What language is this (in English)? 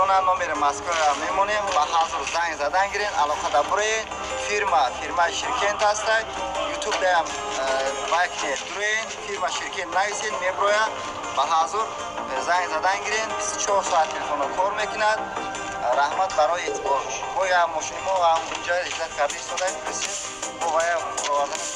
Tajik